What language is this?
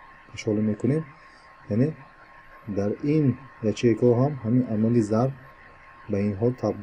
Tajik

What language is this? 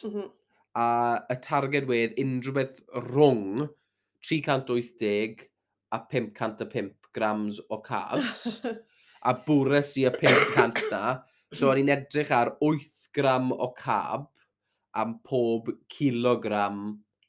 Welsh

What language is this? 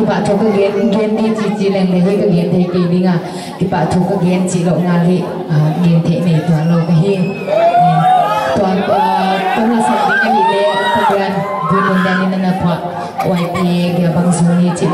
Paite Chin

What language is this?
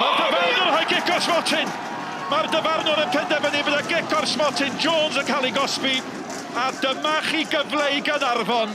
Welsh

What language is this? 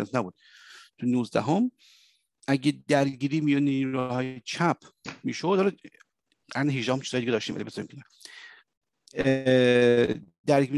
Persian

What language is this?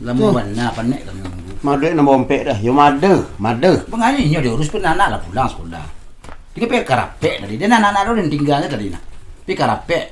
Minangkabau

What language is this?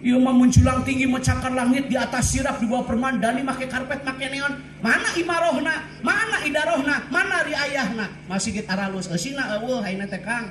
Sundanese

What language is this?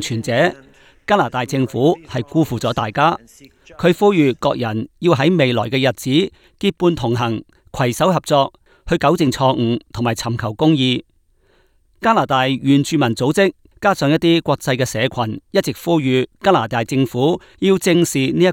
Cantonese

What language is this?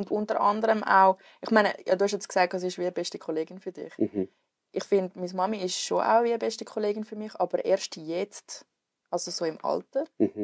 Swiss German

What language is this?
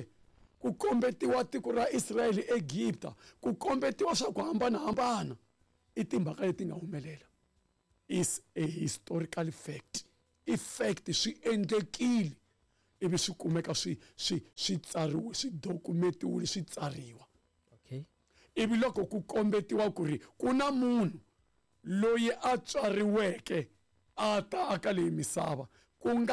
Tsonga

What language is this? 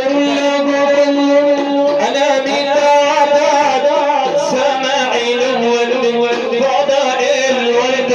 Arabic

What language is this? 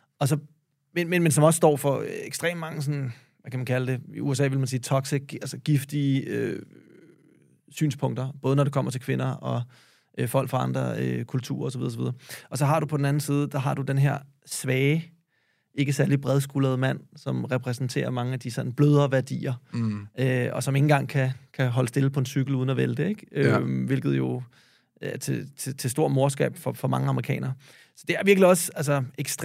Danish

